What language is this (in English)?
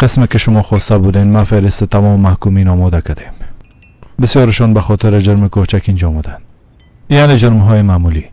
Persian